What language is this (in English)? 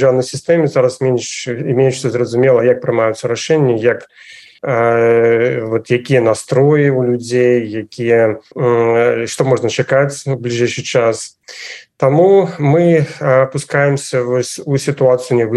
Belarusian